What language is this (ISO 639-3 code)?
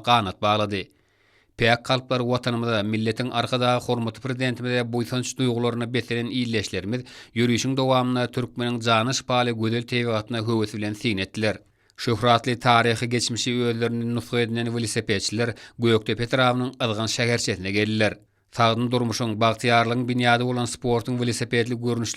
tuk